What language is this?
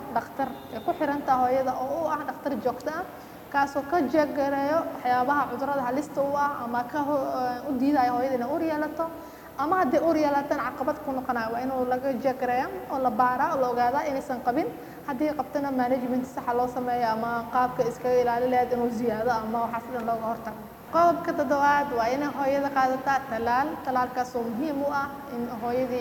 Somali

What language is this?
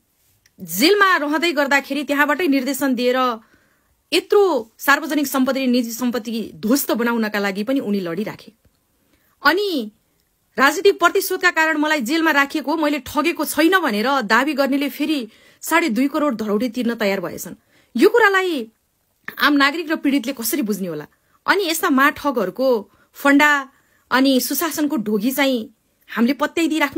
Nepali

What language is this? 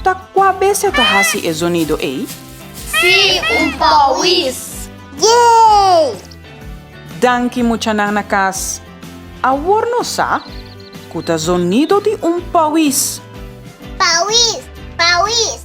Papiamento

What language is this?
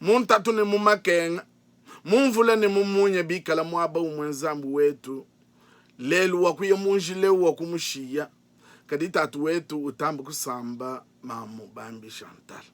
Luba-Lulua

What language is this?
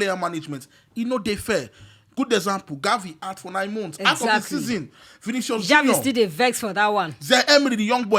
Nigerian Pidgin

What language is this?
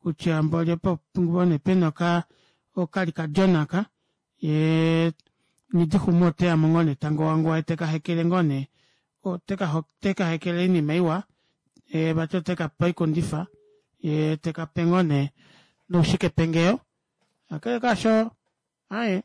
Kuanyama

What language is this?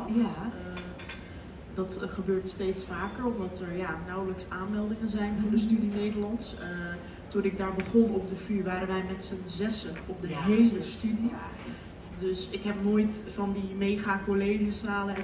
Dutch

